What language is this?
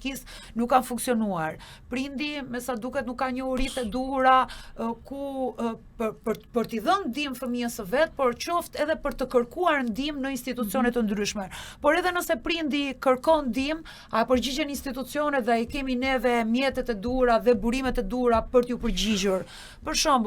Albanian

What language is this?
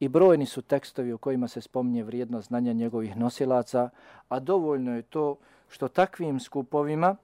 Bosnian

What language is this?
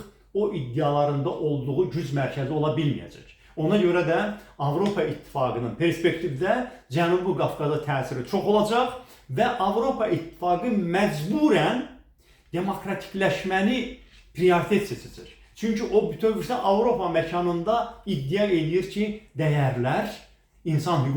Azerbaijani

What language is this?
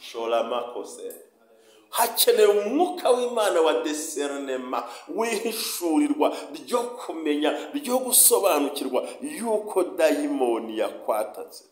Kinyarwanda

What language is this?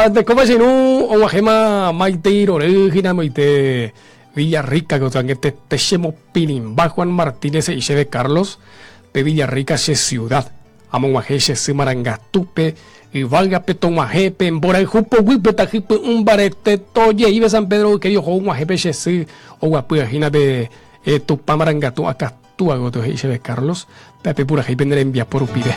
Guarani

